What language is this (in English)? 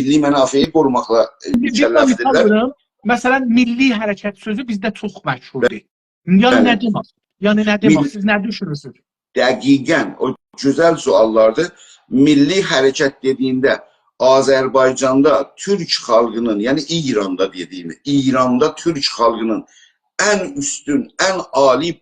South Azerbaijani